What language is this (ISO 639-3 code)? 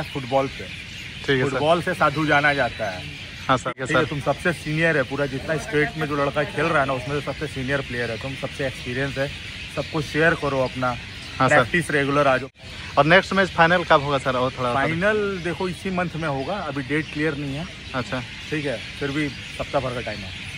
sat